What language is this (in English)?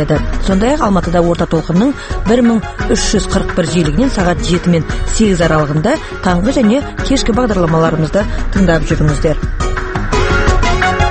Kazakh